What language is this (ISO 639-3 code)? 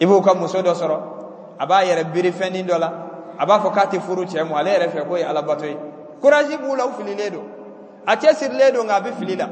bam